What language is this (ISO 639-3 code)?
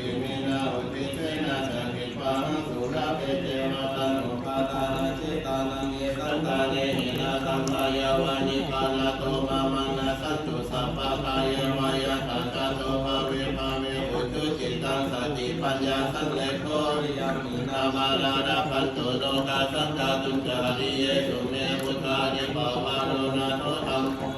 pli